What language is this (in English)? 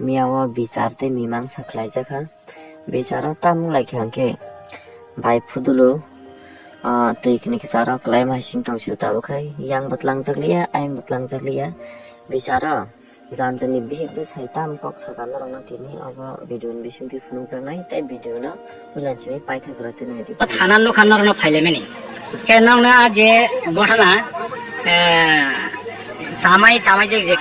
Kok Borok